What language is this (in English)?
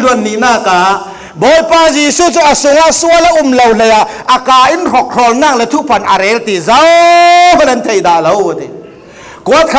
Falam Chin